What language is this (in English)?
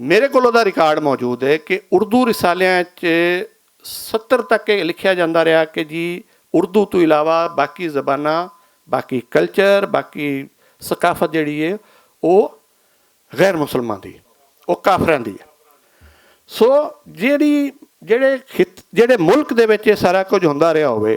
Western Panjabi